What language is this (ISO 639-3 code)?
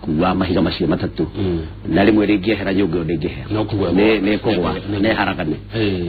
kik